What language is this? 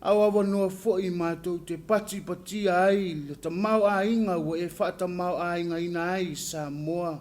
Samoan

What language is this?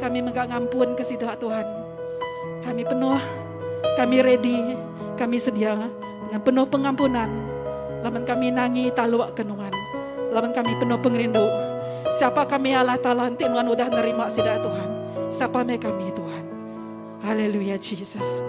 Iban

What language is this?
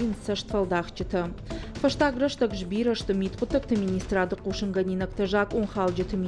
Ossetic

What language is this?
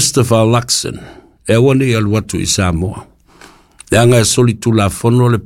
Samoan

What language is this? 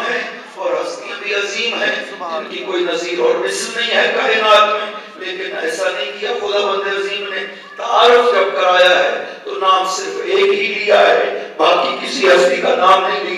Urdu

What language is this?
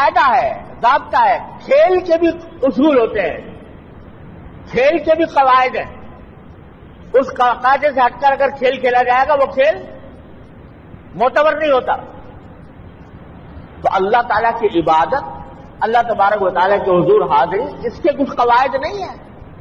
Urdu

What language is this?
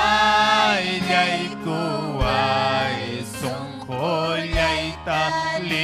Ayacucho Quechua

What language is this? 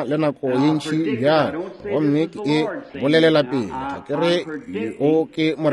Northern Sotho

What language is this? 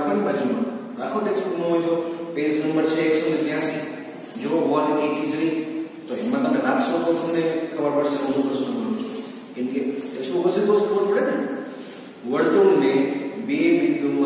Gujarati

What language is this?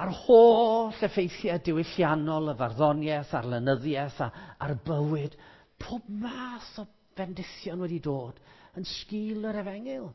Welsh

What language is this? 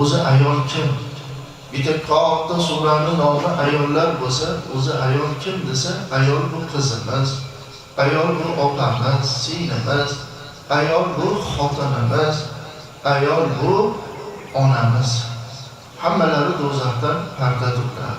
Uzbek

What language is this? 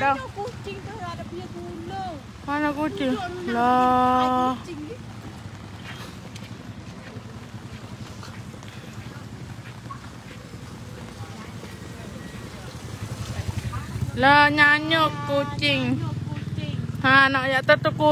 Malay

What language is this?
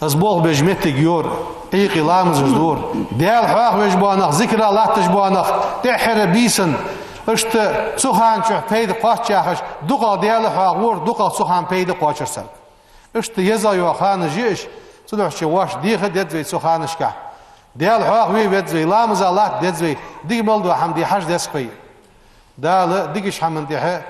Ingush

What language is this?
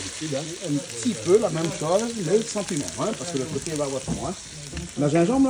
Réunion Creole French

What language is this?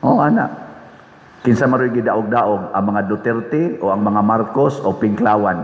Cebuano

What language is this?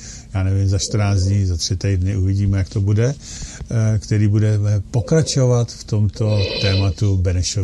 Czech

